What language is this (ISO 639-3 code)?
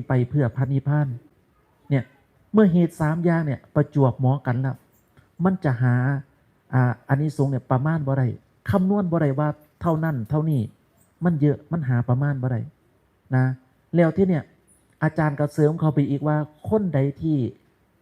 tts